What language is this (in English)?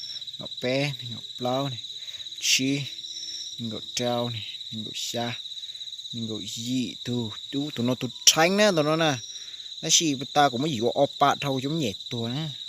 Hmong